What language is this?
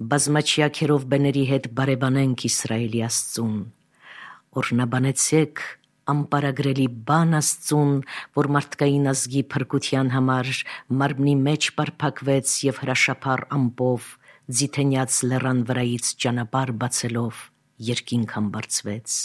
Armenian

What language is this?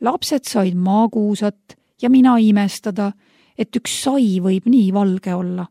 Estonian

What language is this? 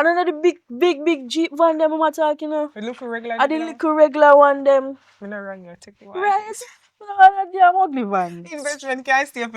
Jamaican Creole English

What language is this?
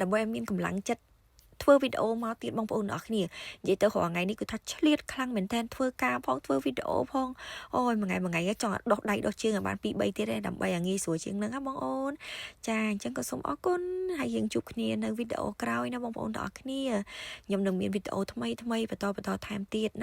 Khmer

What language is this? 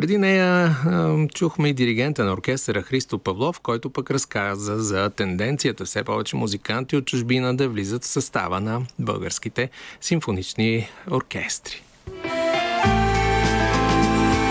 Bulgarian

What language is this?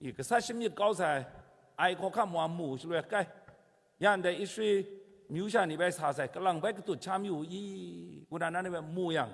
Kachin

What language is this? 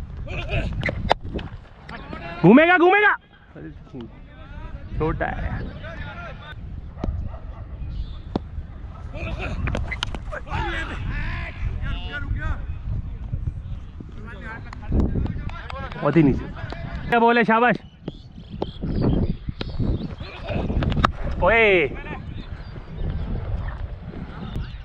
Hindi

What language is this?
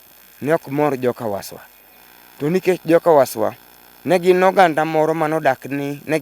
Luo (Kenya and Tanzania)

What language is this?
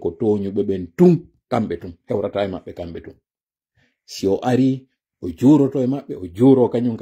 Pular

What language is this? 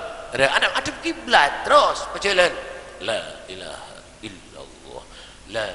Madurese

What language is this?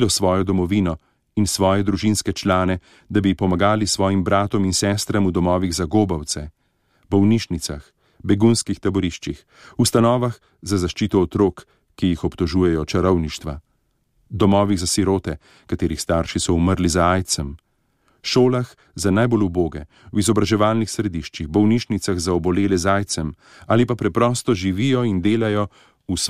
Slovenian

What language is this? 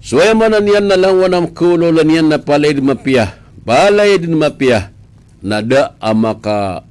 Maranao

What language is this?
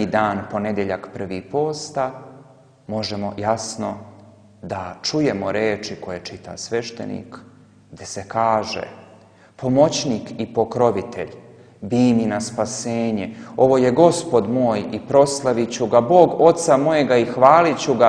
Serbian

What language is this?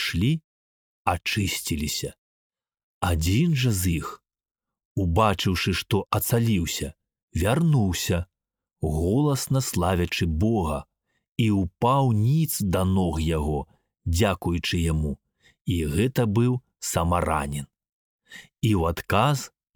Belarusian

